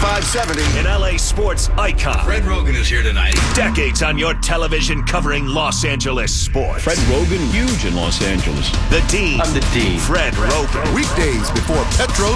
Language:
English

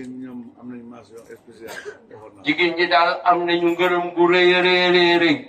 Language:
Wolof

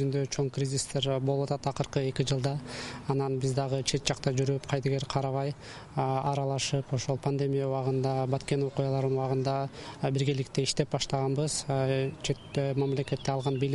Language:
Kyrgyz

